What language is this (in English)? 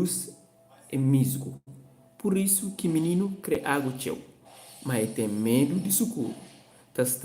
Kabuverdianu